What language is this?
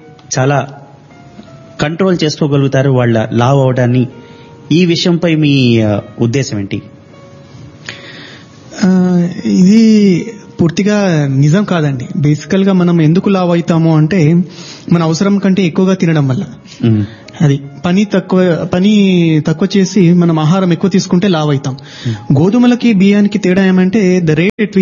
Telugu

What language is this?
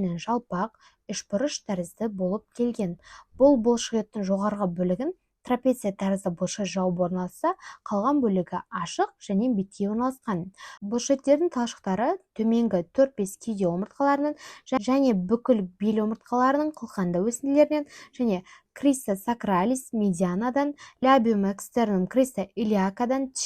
Kazakh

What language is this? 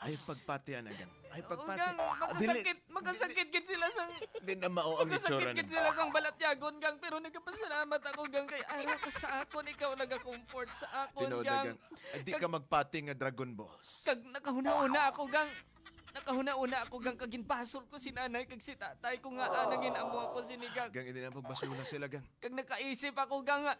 Hiligaynon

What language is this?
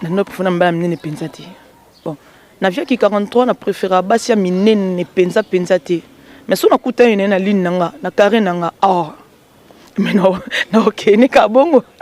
Lingala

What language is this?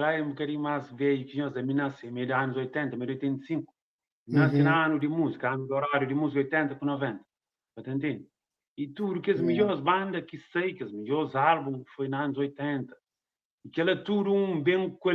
Kabuverdianu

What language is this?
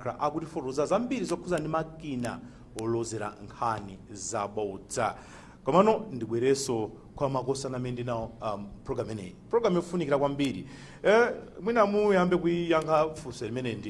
Nyanja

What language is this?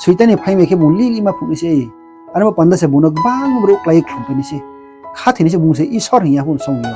Riang (India)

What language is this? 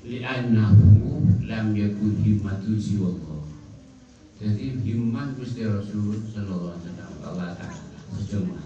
Madurese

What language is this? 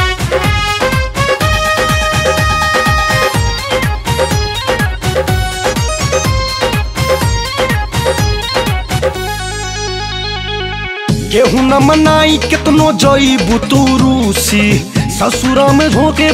Bhojpuri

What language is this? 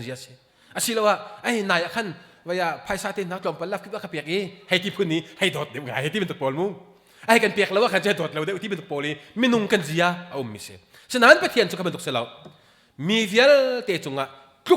Hakha Chin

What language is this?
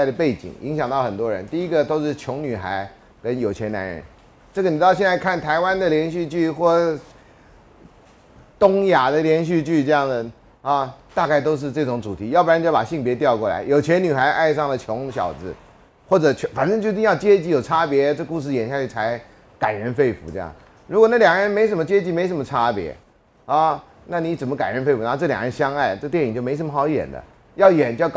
Chinese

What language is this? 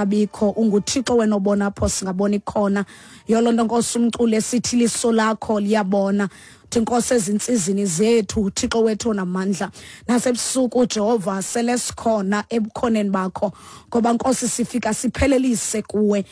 Xhosa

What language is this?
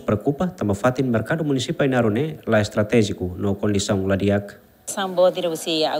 Tetum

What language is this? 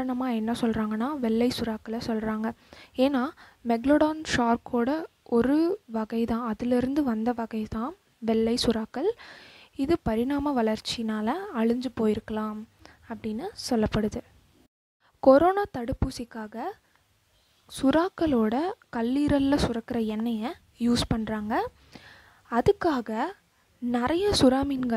Tamil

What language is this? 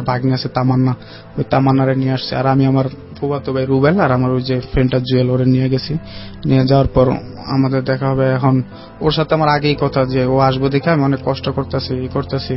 Bangla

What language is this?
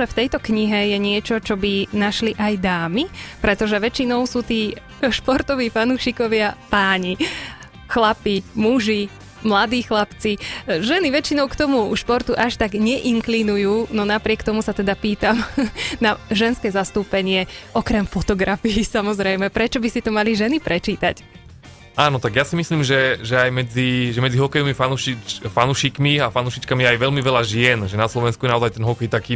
Slovak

